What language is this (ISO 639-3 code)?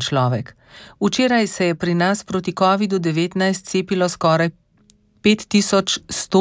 slv